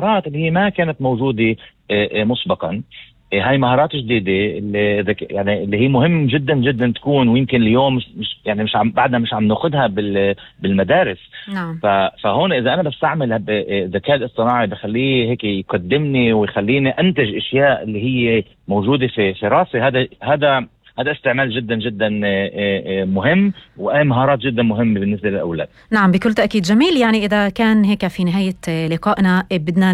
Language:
North Levantine Arabic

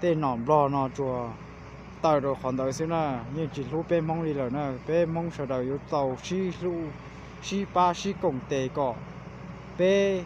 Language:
Hmong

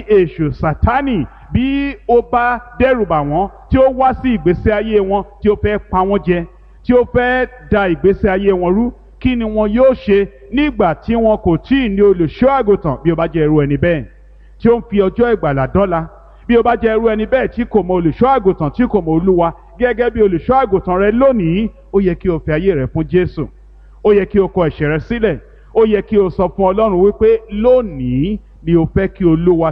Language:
Yoruba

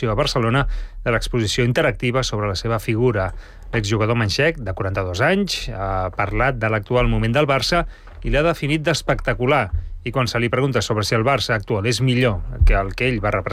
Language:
Catalan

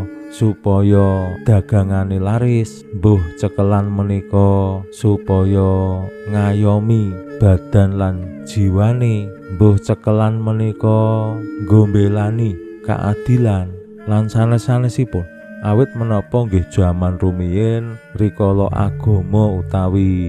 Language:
Javanese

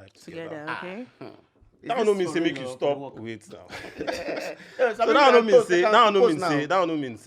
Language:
Nigerian Pidgin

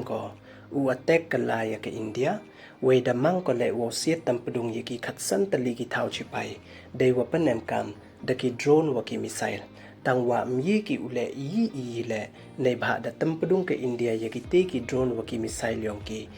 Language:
Pnar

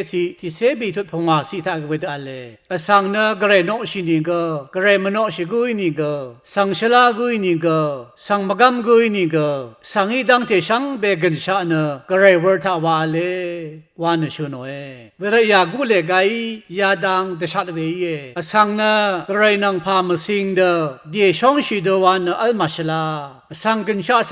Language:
Rawang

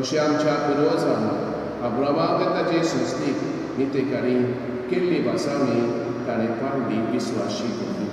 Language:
Konkani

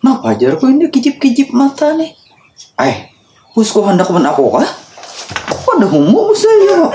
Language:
Banjar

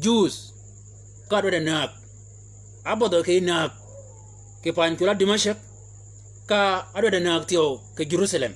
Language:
Shilluk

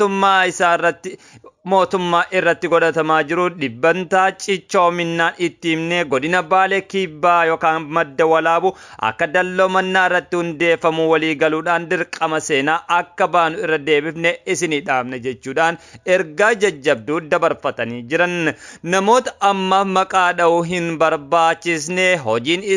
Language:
Oromo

